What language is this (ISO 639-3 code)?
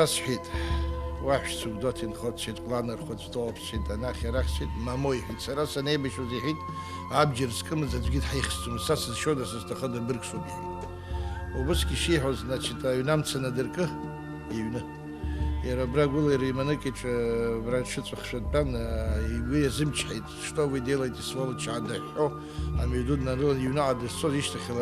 abk